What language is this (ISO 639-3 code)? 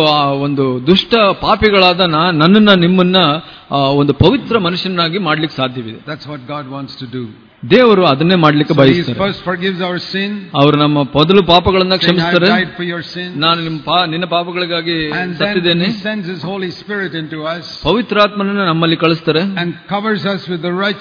kan